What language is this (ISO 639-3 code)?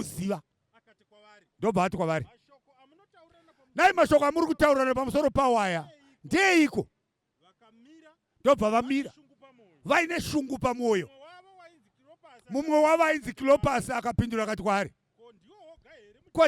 sna